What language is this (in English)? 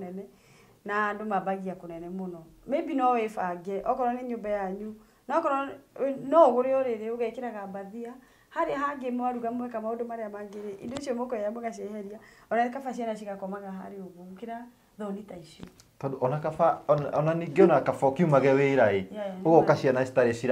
Kikuyu